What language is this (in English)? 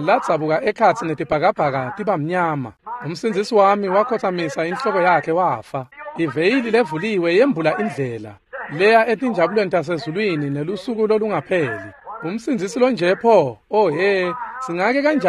Swati